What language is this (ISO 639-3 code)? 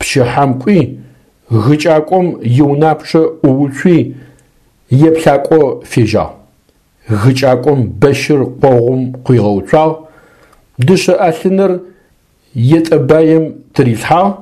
ady